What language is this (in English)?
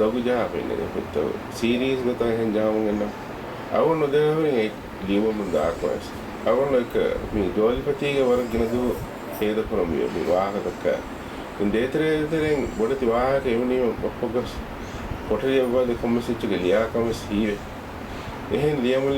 Divehi